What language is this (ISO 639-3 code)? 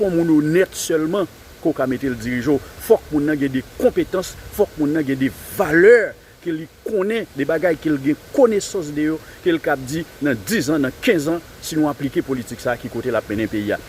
hat